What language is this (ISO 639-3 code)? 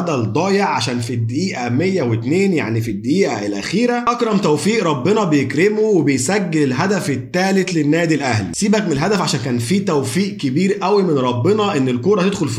arz